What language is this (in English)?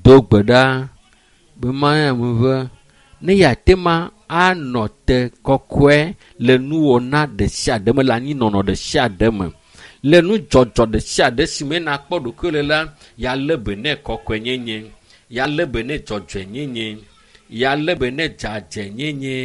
Ewe